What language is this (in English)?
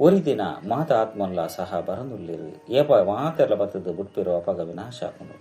Tulu